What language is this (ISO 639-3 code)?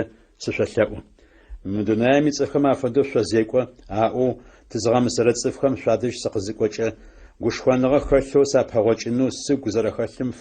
ady